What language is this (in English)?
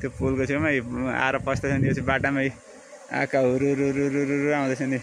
Nepali